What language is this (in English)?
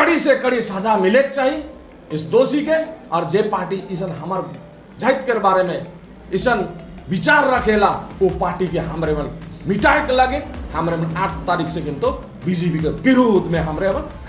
Sadri